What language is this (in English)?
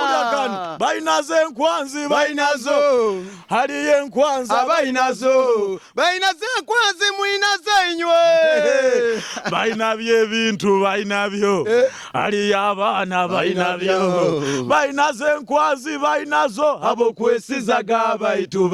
Nyoro